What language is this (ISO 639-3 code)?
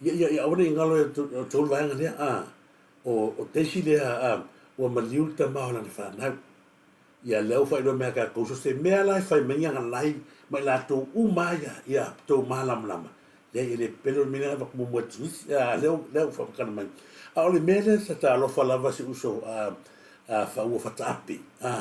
smo